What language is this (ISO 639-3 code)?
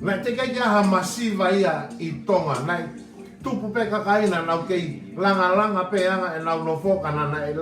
ton